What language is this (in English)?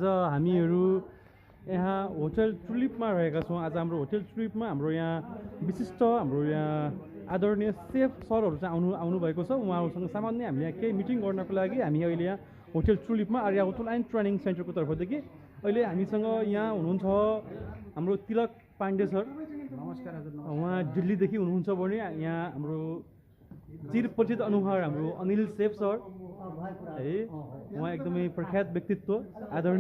Nepali